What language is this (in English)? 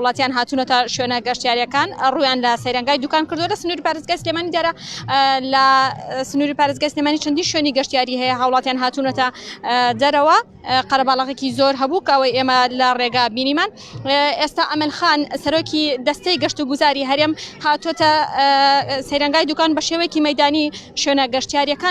Central Kurdish